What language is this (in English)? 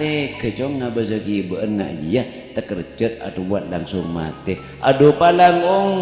Madurese